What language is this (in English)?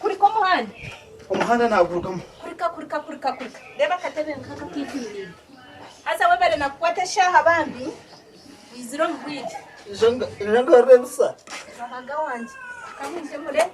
Nyankole